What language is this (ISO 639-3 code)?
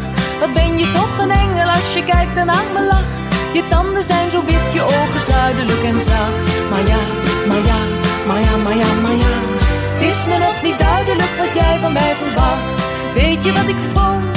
nld